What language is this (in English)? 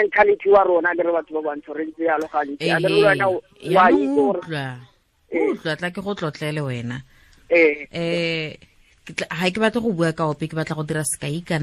Tswana